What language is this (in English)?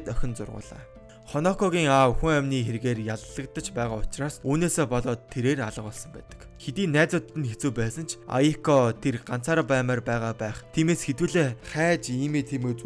Mongolian